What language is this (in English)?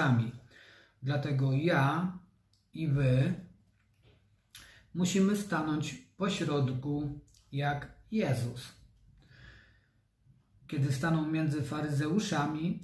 Polish